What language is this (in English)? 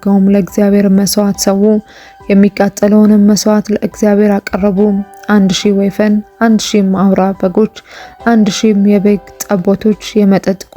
Amharic